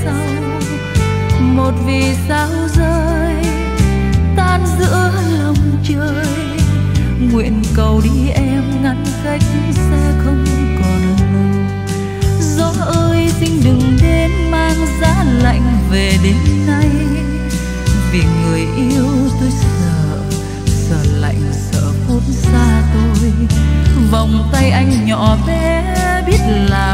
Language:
Vietnamese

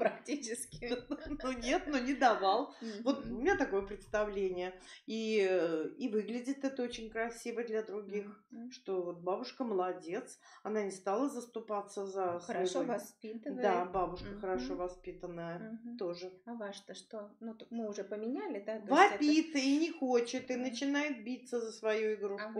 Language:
Russian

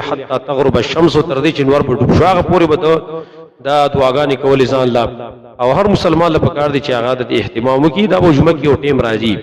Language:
Pashto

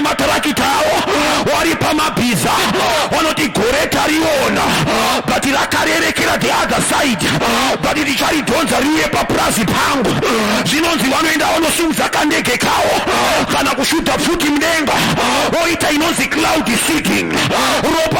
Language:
Shona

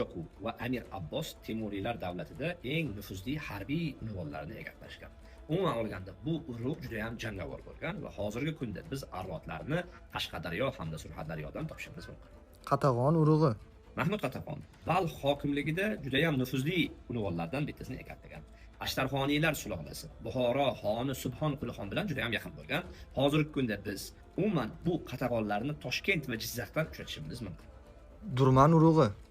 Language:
Uzbek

